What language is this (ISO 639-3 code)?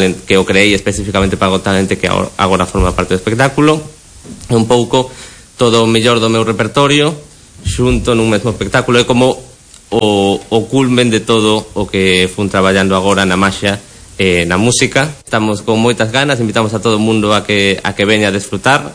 glg